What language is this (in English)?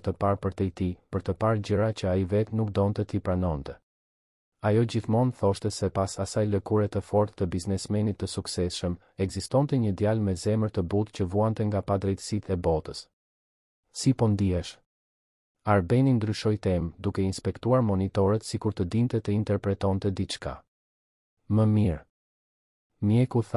Albanian